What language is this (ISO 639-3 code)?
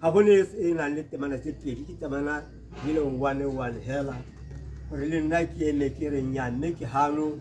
tsn